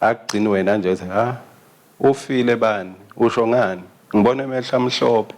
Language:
Swati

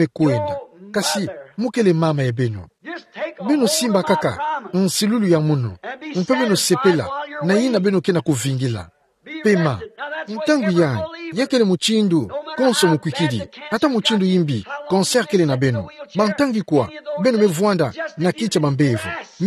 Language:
Kituba (Democratic Republic of Congo)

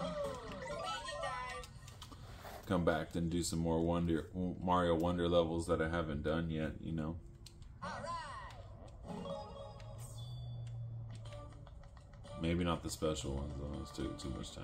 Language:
English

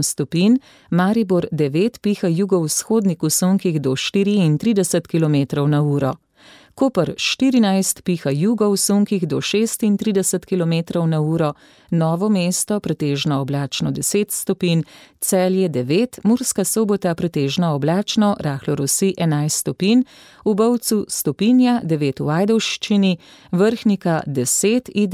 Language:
Slovenian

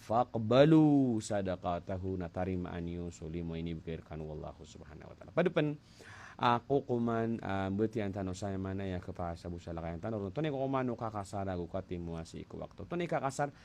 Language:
Maranao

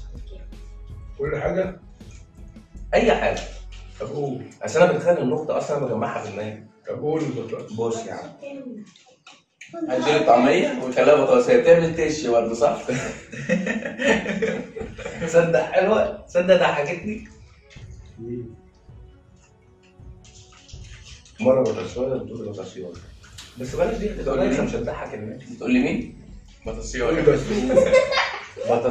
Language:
Egyptian Arabic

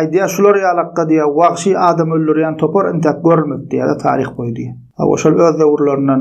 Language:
Turkmen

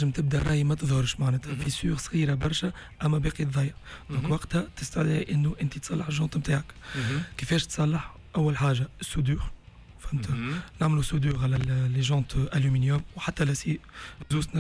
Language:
Tunisian Arabic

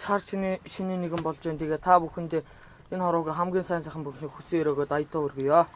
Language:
Mongolian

